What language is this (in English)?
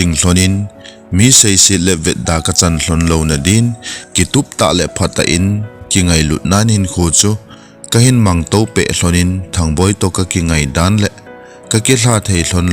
Thado Chin